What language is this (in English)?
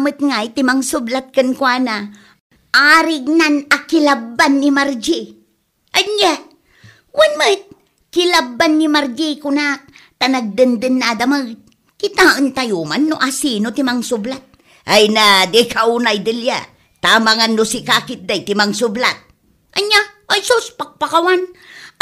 Iloko